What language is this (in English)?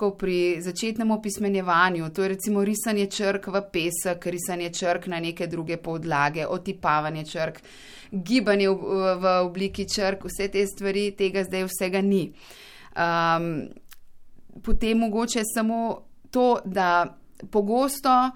Slovenian